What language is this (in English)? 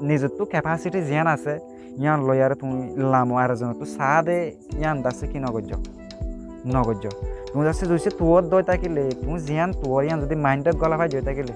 Rohingya